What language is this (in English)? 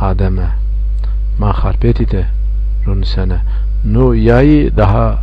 Zaza